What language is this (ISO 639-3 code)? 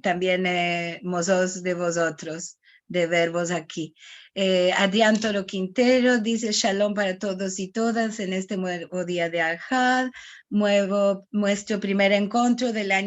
lad